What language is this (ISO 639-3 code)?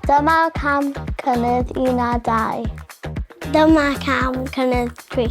cym